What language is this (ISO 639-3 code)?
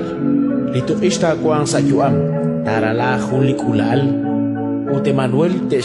kek